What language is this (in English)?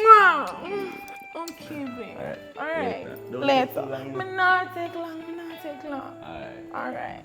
Jamaican Creole English